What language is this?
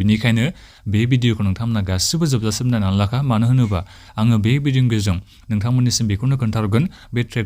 Bodo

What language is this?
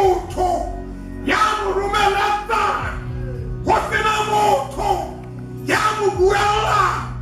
Southern Sotho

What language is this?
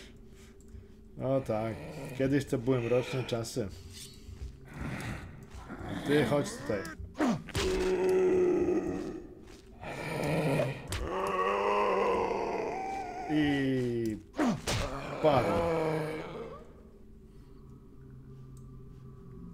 Polish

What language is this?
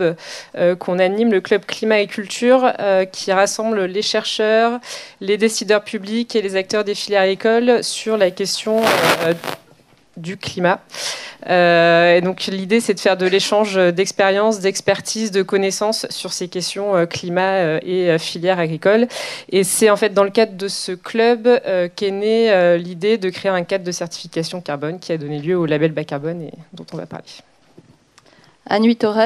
French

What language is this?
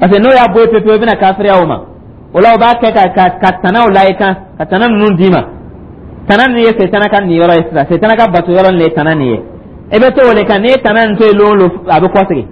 Dyula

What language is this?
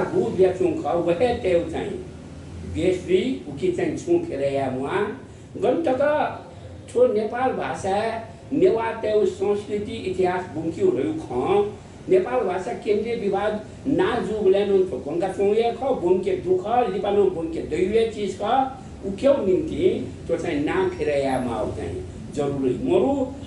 Newari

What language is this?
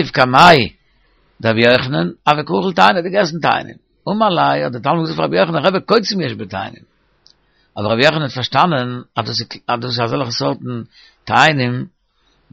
Yiddish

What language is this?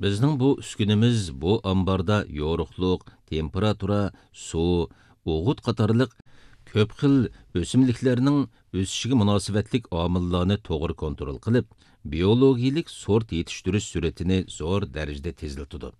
Uyghur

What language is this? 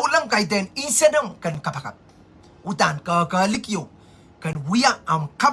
Pohnpeian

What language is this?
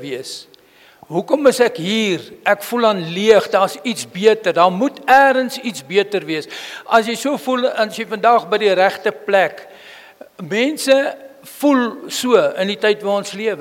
Afrikaans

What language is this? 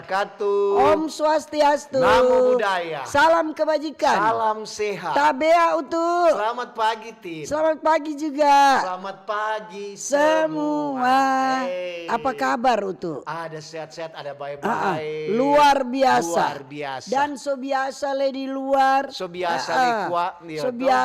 Manado Malay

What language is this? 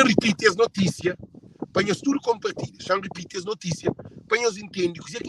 Kabuverdianu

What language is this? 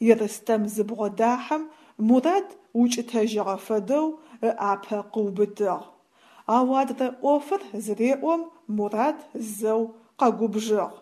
Adyghe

